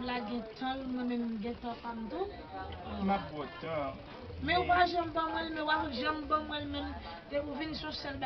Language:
Haitian Creole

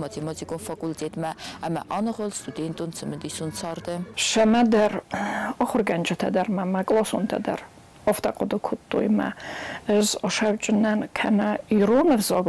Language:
Ossetic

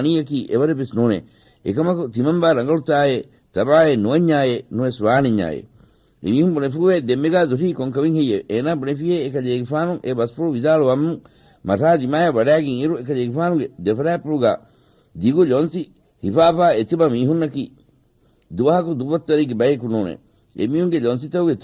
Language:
Divehi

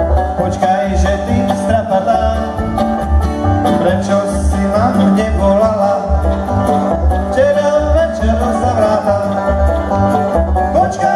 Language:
Slovak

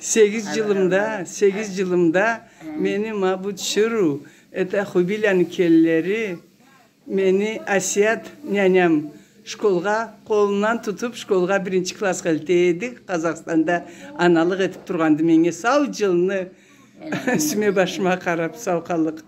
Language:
Karachay-Balkar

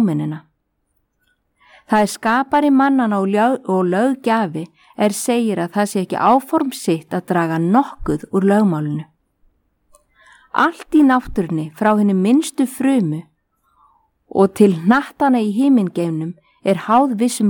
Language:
Icelandic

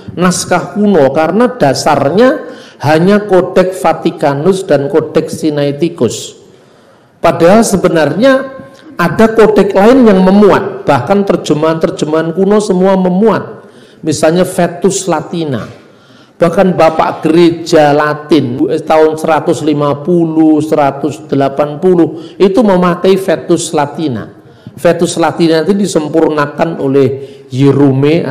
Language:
Indonesian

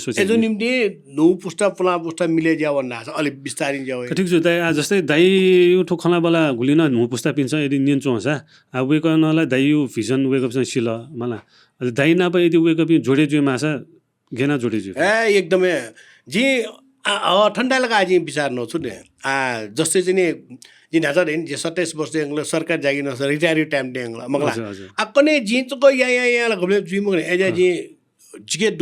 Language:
Newari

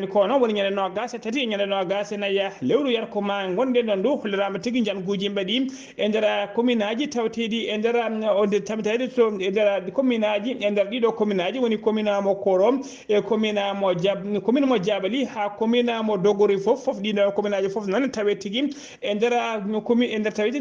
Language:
Fula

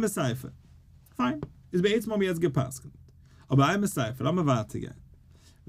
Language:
Yiddish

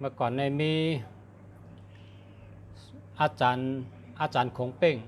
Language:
Shan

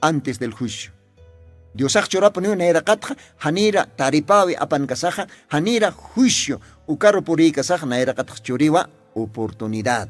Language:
Aymara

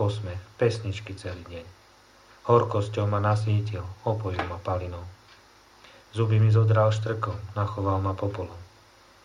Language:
Slovak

